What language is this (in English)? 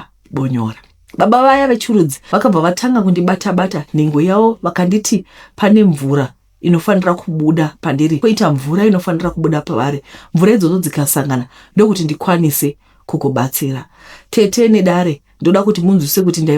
Shona